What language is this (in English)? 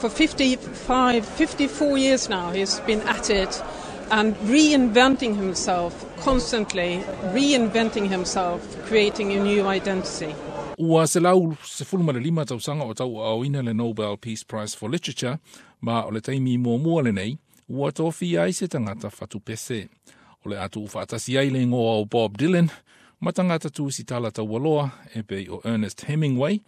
Samoan